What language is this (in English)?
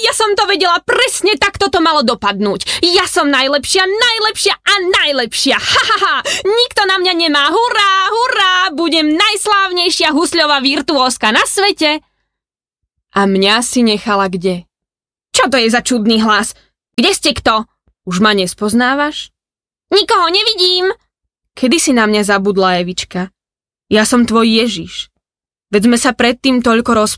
Slovak